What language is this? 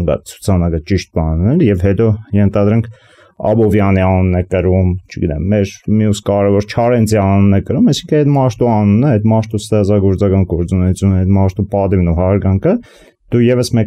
Armenian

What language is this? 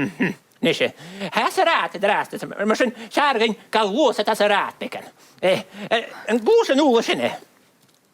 Scottish Gaelic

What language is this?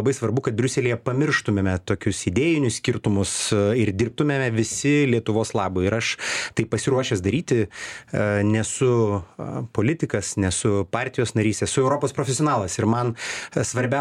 Lithuanian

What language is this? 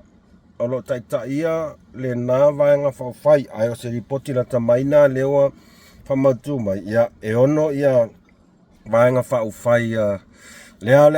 Samoan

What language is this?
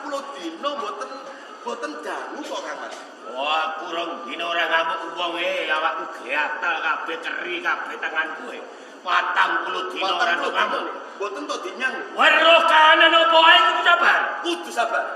Javanese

